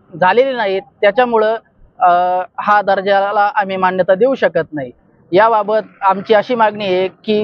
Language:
Marathi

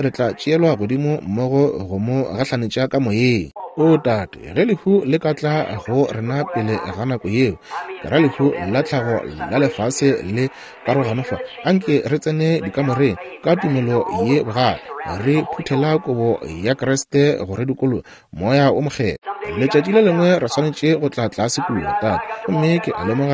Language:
Northern Sotho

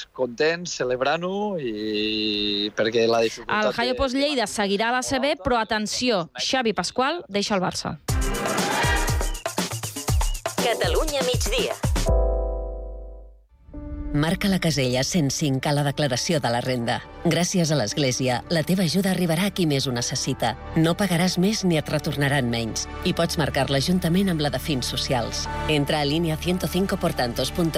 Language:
Catalan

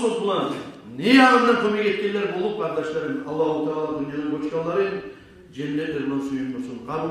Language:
Kumyk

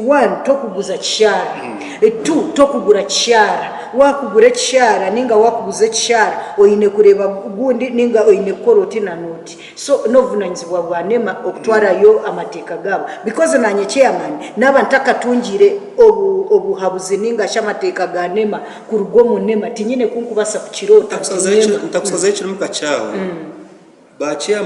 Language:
Nyankole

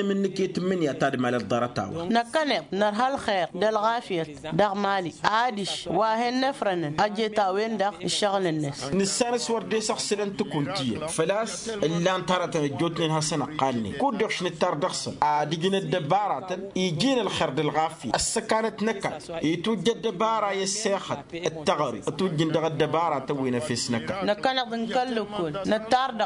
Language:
Tamasheq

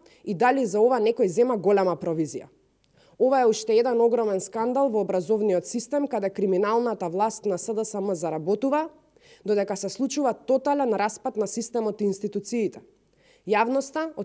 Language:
Macedonian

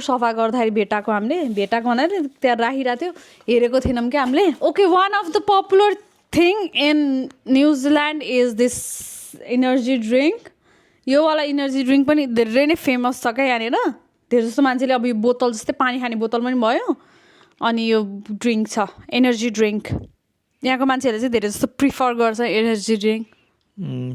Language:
Nepali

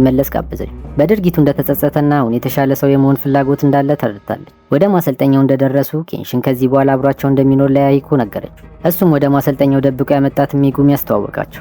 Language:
Amharic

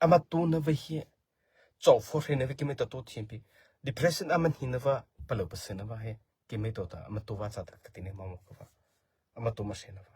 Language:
Mara Chin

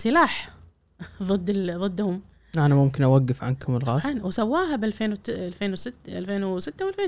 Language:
Gulf Arabic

